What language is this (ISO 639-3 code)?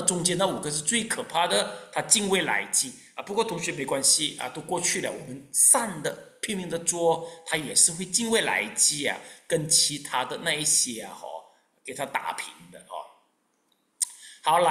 zho